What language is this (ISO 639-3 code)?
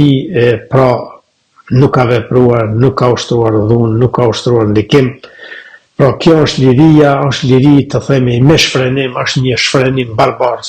sqi